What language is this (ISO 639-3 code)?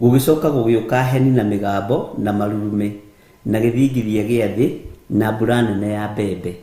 kik